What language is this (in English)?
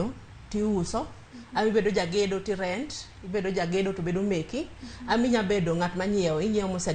Luo (Kenya and Tanzania)